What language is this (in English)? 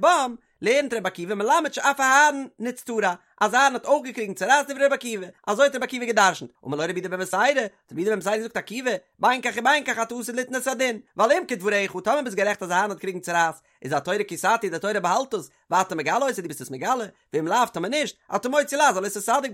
Yiddish